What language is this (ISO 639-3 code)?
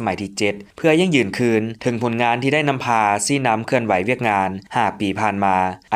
lao